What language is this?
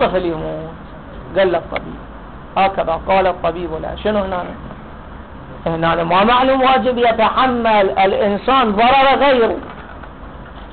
Arabic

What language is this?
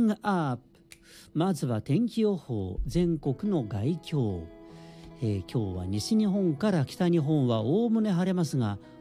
Japanese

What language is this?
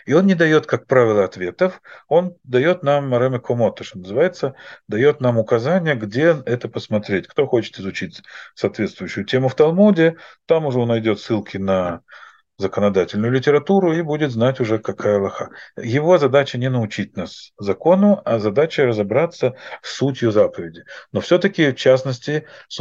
Russian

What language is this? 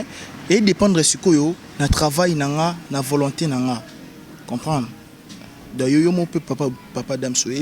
Lingala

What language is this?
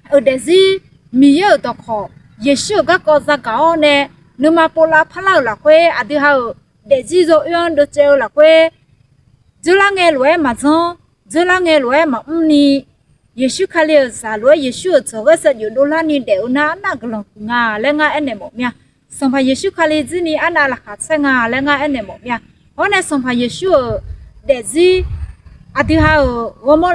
Akha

